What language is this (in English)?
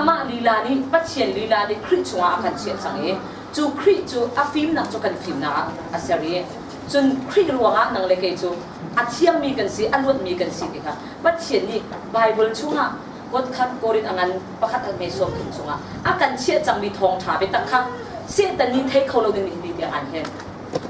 Hakha Chin